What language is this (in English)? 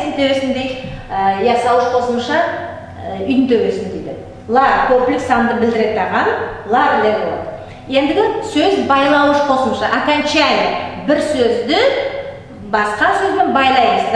Nogai